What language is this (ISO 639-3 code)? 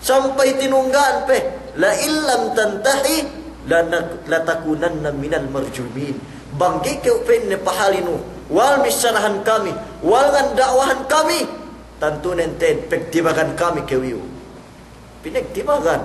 yka